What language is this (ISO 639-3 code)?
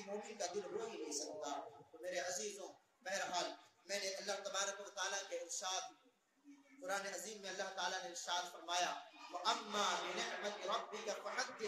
urd